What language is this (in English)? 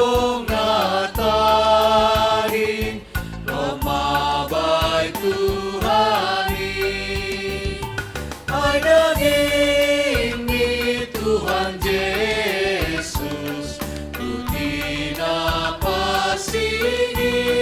Batak Simalungun